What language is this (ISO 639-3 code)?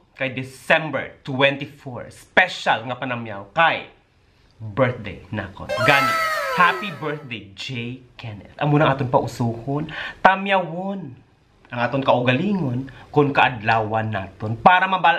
hil